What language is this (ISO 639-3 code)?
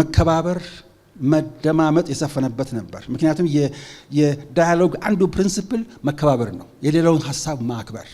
amh